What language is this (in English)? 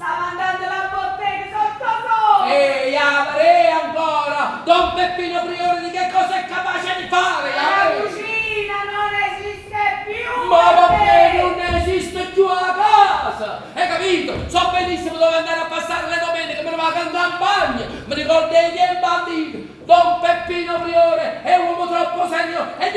Neapolitan